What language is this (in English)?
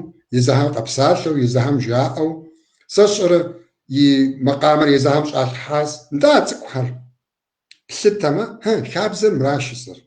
Kabardian